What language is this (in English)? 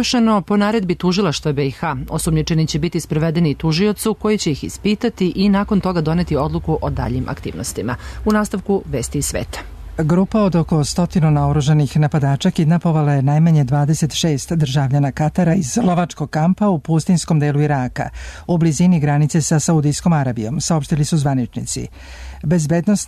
Serbian